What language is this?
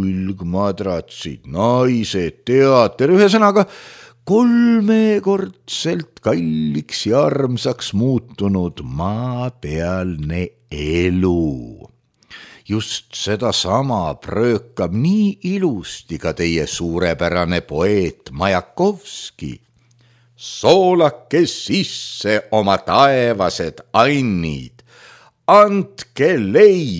Estonian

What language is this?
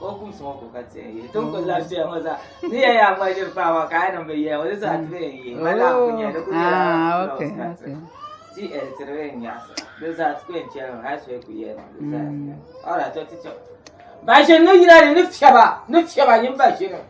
Dagbani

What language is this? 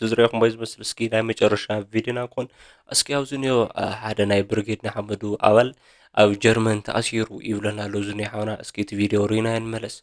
Tigrinya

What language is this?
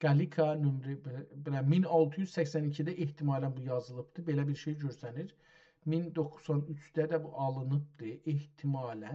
South Azerbaijani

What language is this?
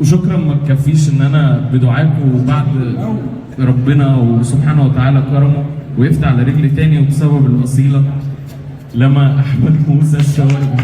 Egyptian Arabic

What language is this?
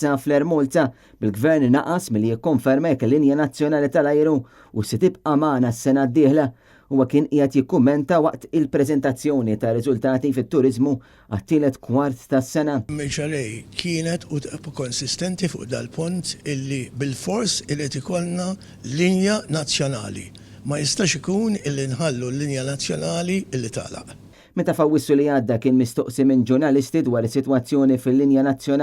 Maltese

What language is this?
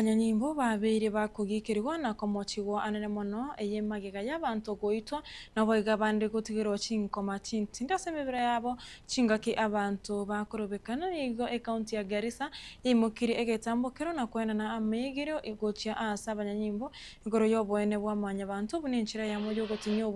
Gusii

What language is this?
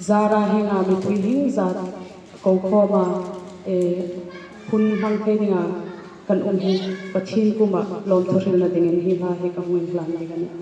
Hmar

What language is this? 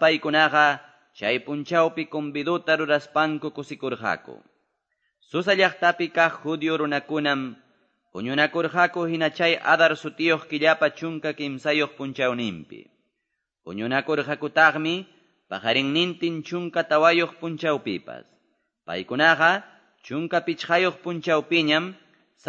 Quechua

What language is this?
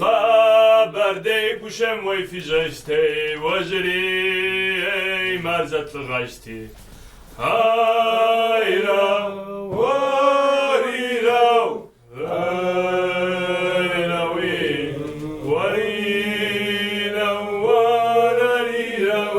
Kabardian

